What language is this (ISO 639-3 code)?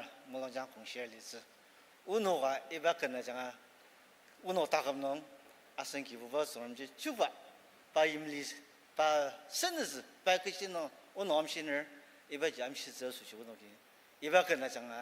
njo